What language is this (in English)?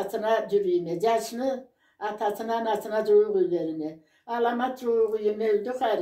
Karachay-Balkar